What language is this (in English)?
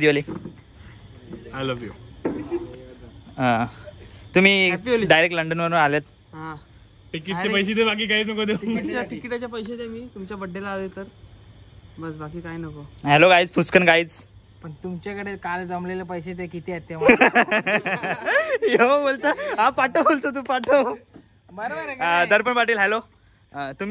Marathi